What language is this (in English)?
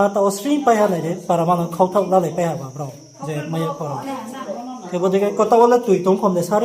Riang (India)